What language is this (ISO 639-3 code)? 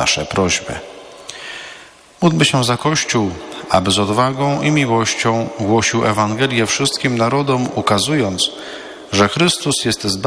pol